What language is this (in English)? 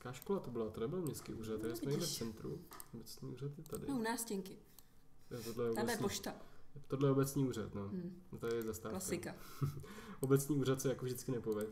Czech